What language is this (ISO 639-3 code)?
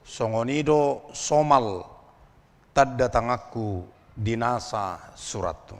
bbc